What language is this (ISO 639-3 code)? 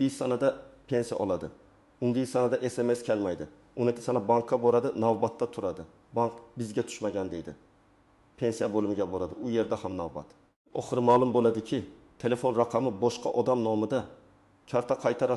uzb